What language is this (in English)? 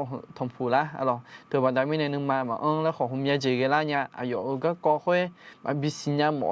Akha